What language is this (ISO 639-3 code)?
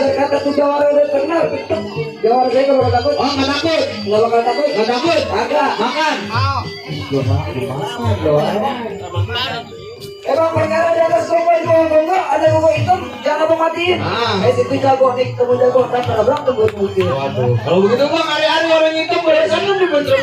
bew